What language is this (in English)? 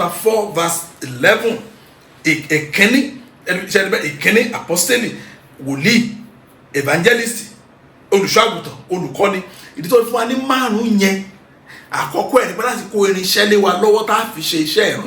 Yoruba